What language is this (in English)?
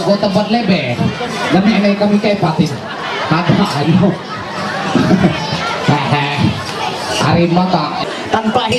Ma'anyan